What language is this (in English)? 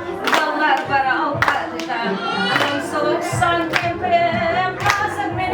Kara-Kalpak